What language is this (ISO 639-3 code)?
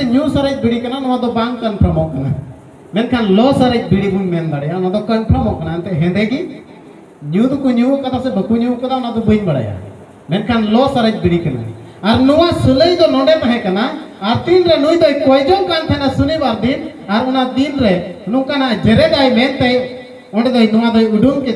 sat